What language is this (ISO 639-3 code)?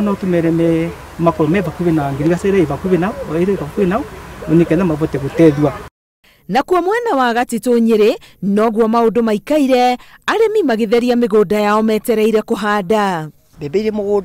kik